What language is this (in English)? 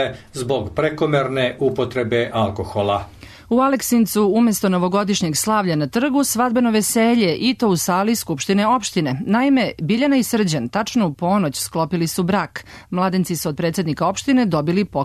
Serbian